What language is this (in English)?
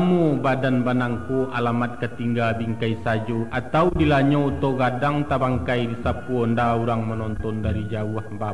Minangkabau